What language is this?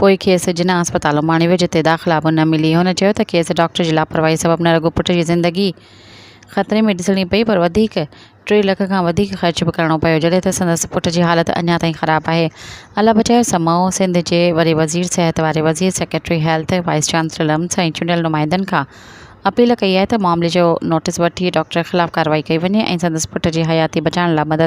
Sindhi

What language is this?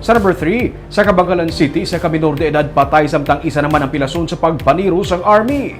Hiligaynon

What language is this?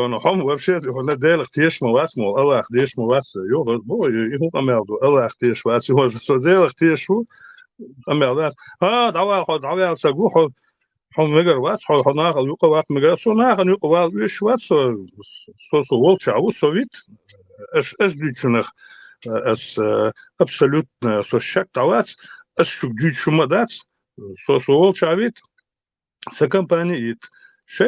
Chechen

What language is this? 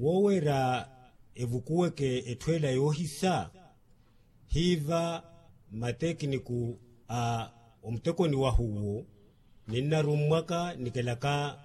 Makhuwa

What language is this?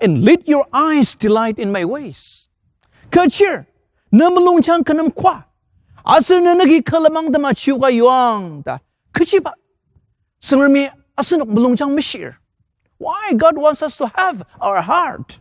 Ao Naga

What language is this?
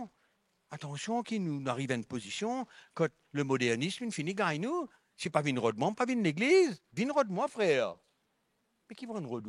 Morisyen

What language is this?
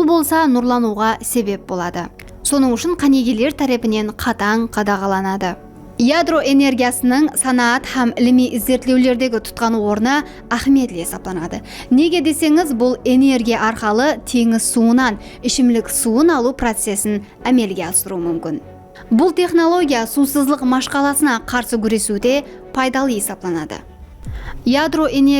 Kara-Kalpak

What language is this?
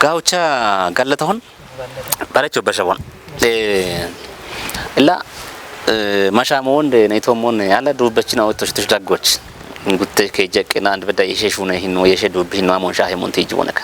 Kafa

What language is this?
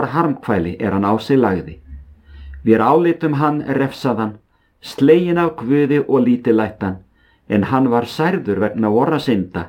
Icelandic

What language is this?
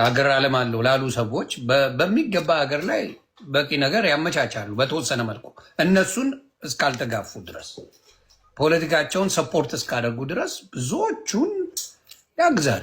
Amharic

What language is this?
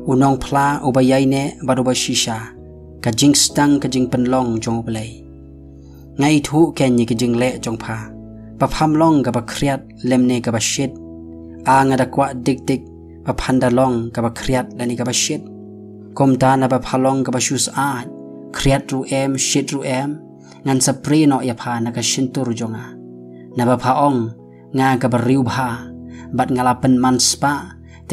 Khasi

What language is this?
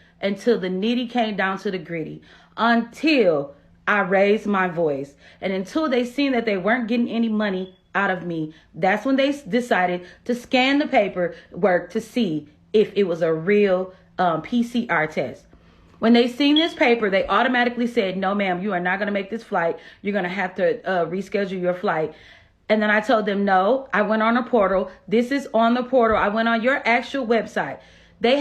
Nigerian Pidgin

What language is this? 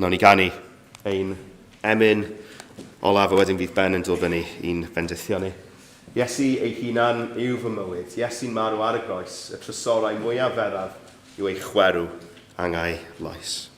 Welsh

